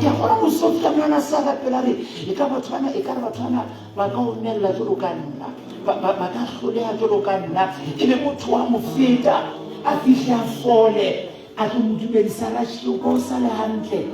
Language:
Southern Sotho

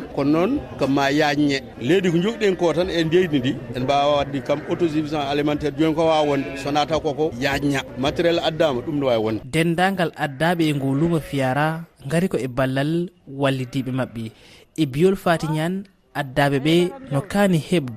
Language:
Fula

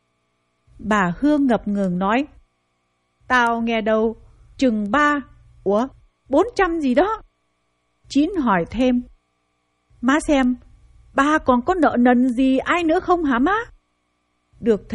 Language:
Vietnamese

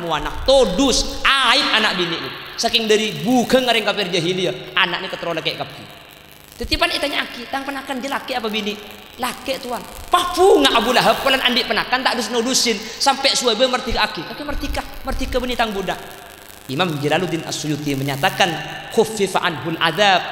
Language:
Madurese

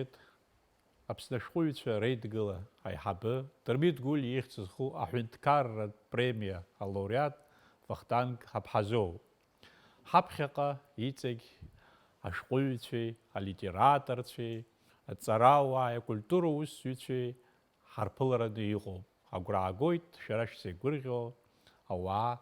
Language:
Abkhazian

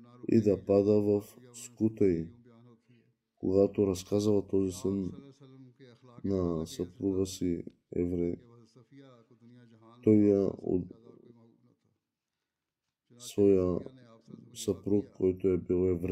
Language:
Bulgarian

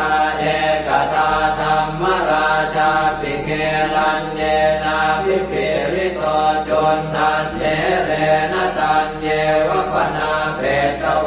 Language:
Pali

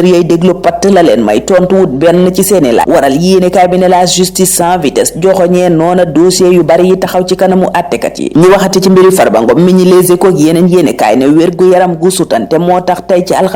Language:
Wolof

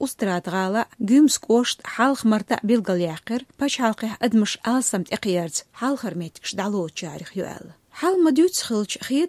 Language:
Chechen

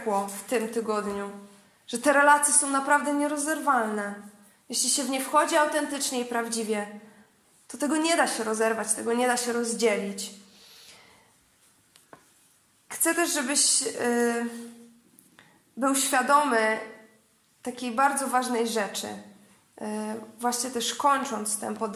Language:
Polish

